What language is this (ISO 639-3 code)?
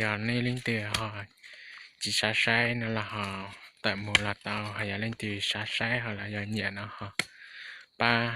hmn